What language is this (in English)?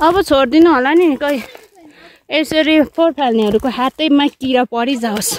Nepali